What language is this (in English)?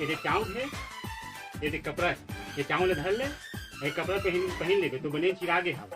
Chhattisgarhi